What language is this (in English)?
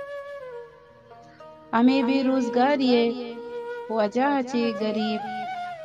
Baluchi